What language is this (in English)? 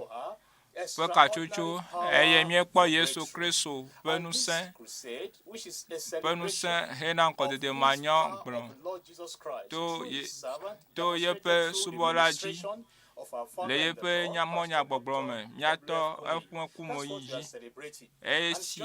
Ewe